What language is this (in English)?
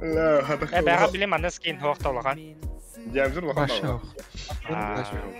Yakut